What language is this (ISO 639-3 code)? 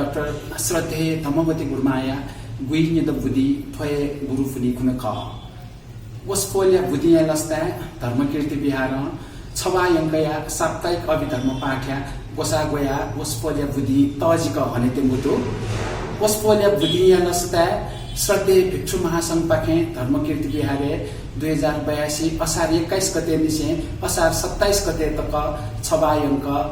new